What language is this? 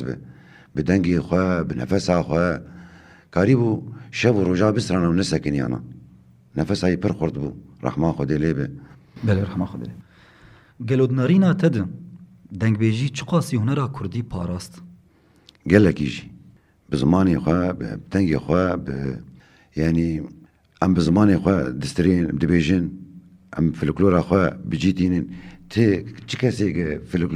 Kurdish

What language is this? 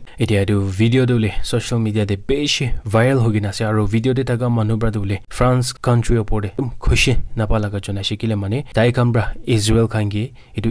Naga Pidgin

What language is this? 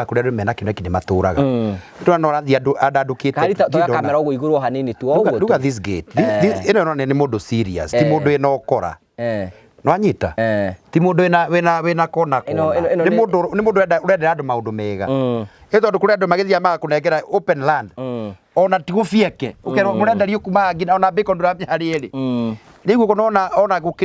Kikuyu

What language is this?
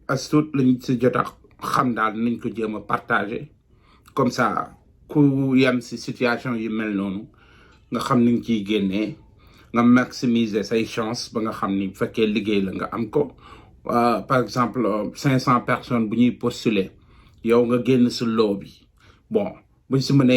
Wolof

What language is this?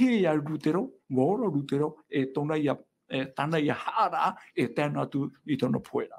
Tahitian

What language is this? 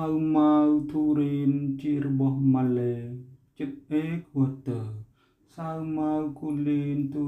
Khmer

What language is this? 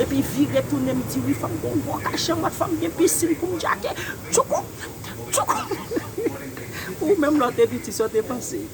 Haitian Creole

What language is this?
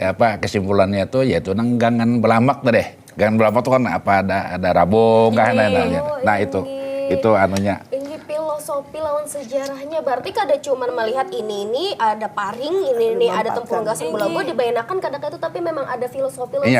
Banjar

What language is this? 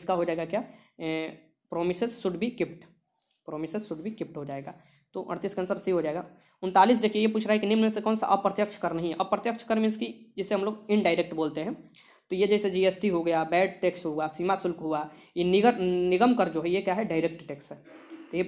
Hindi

